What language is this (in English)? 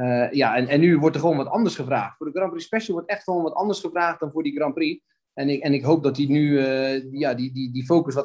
Dutch